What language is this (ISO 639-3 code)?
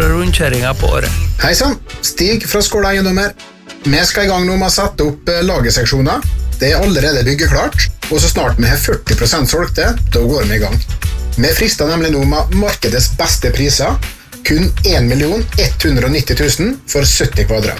nor